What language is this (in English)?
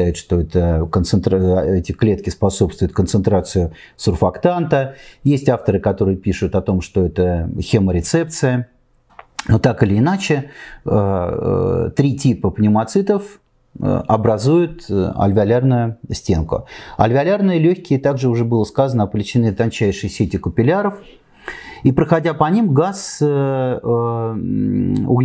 Russian